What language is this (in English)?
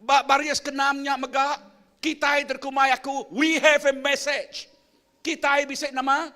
Iban